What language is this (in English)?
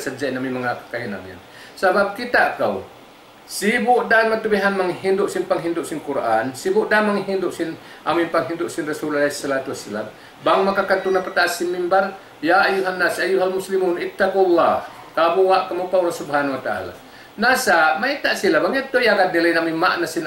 Tausug